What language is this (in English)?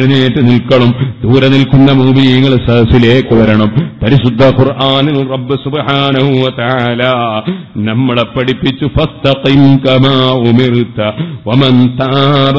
Malayalam